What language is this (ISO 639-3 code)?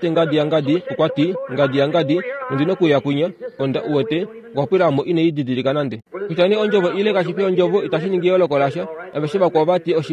kua